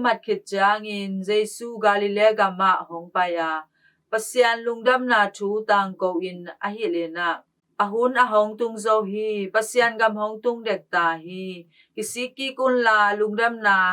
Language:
Tedim Chin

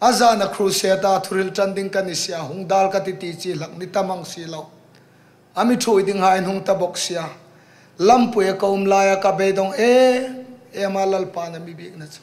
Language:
Hmar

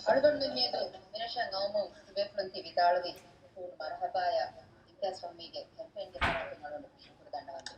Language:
Divehi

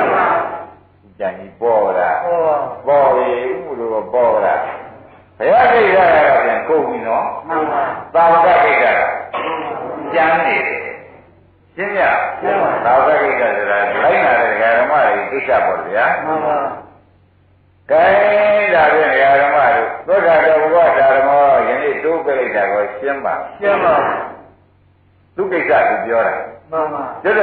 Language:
Burmese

